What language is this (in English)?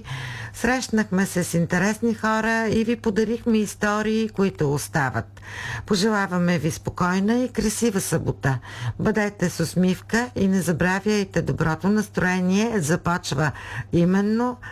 Bulgarian